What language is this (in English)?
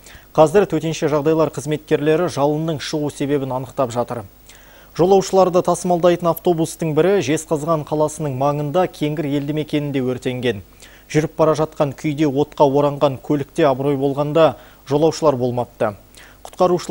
Kazakh